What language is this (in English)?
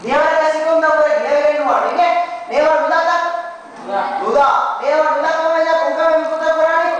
Divehi